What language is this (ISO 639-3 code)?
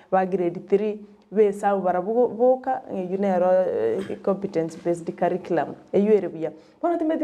guz